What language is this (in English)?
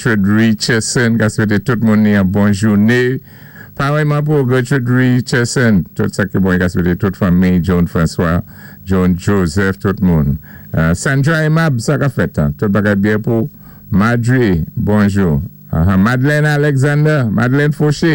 Saint Lucian Creole French